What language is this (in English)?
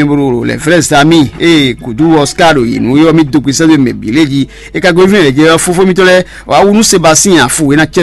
Fon